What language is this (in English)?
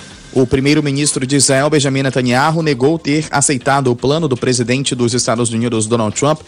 Portuguese